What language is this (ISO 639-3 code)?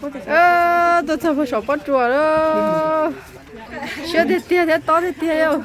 hmn